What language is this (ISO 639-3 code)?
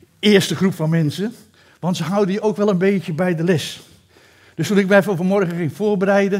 nld